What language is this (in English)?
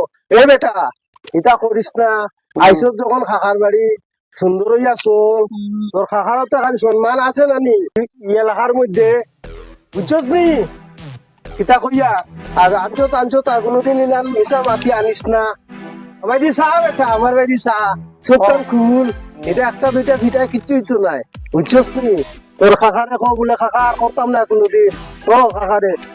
Sylheti